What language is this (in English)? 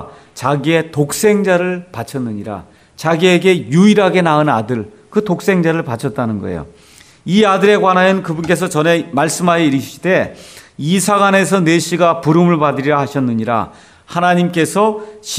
Korean